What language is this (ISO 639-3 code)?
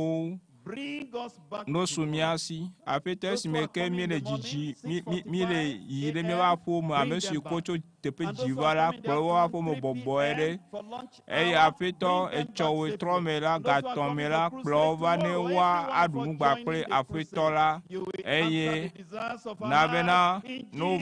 ewe